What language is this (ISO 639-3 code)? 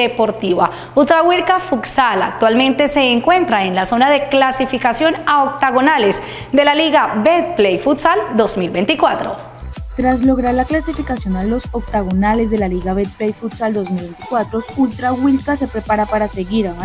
spa